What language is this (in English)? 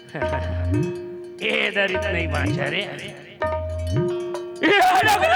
Chhattisgarhi